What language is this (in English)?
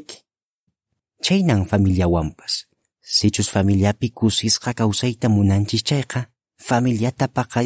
Quechua